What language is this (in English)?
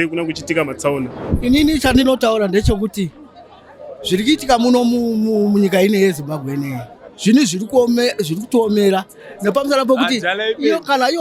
Shona